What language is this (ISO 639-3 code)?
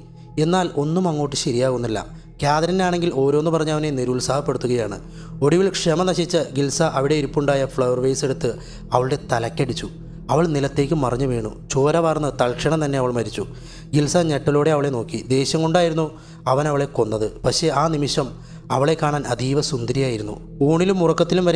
mal